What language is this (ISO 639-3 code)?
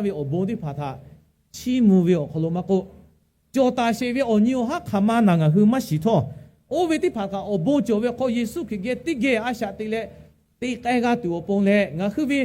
lhu